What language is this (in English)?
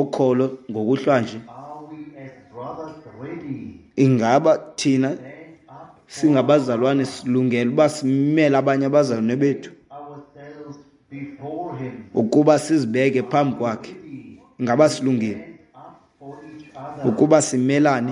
Xhosa